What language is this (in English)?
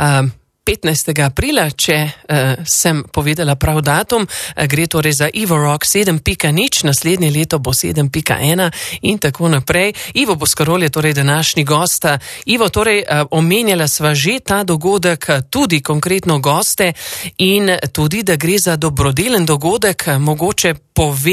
Slovenian